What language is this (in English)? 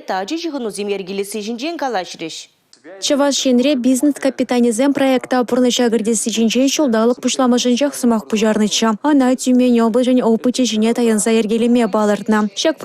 Chuvash